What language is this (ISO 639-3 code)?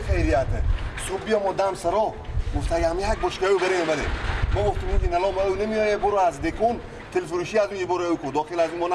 fas